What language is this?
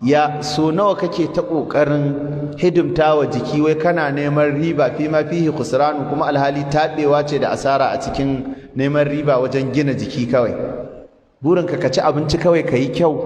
Hausa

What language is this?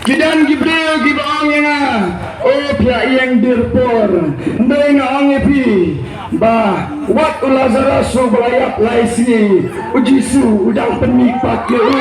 Khasi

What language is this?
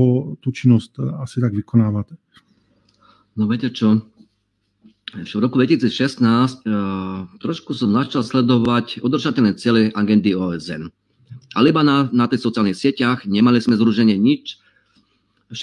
Slovak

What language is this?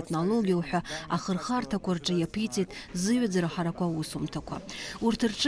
Abkhazian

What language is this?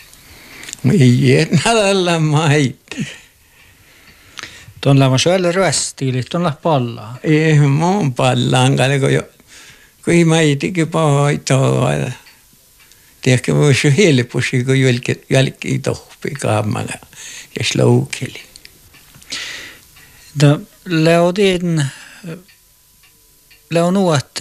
Finnish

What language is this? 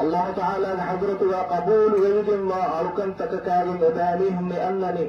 Divehi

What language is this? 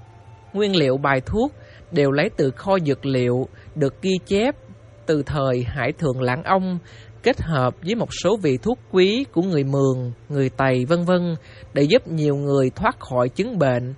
Vietnamese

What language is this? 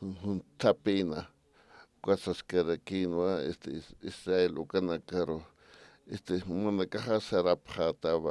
Aymara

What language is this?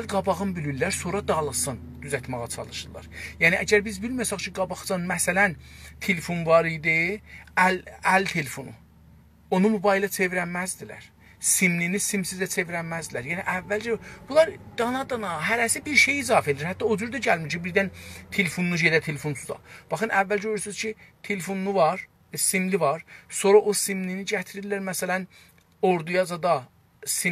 South Azerbaijani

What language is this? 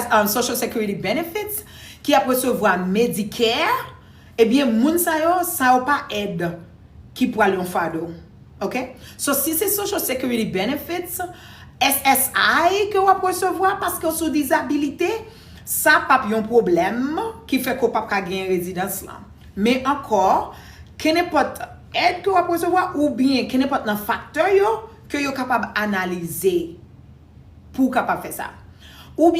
Haitian Creole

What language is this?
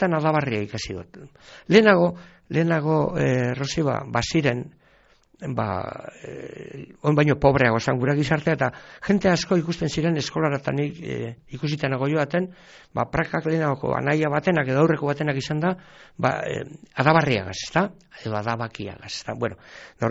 Basque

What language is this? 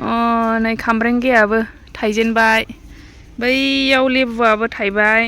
Bodo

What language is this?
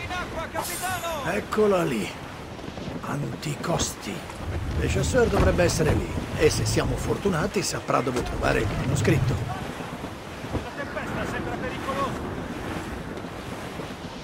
Italian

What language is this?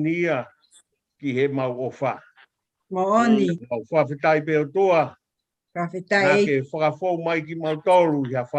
Tongan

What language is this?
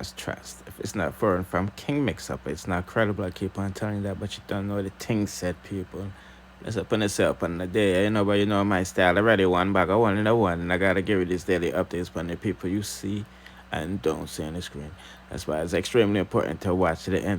Jamaican Creole English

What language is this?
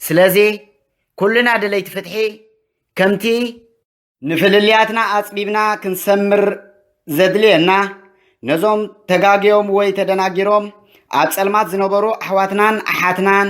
Tigrinya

